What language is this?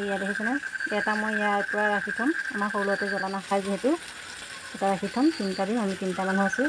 Assamese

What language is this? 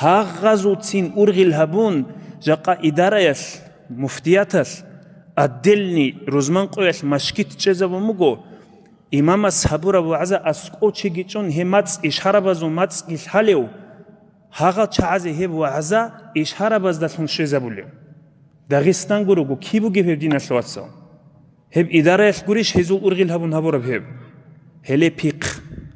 Avaric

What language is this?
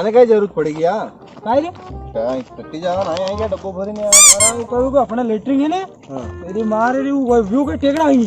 Rajasthani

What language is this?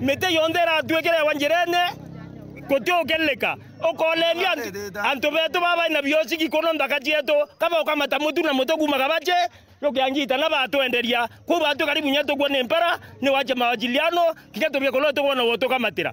Meru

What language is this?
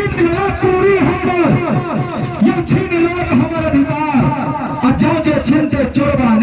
Maithili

